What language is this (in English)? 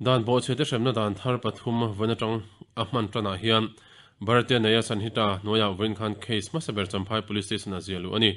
Mizo